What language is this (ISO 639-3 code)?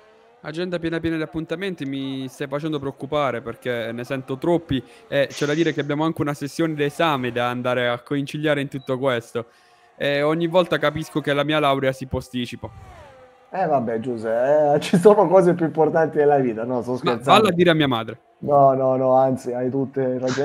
ita